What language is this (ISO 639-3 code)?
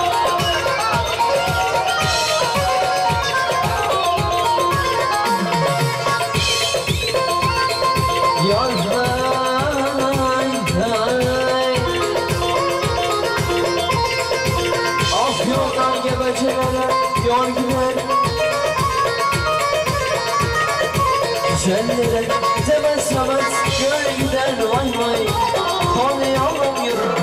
tur